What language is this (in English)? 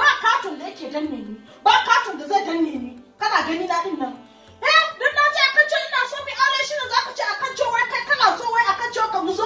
Hausa